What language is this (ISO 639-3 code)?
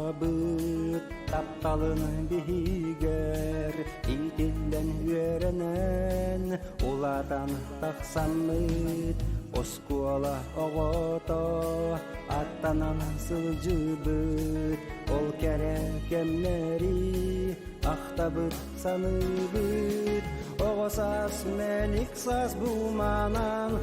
sah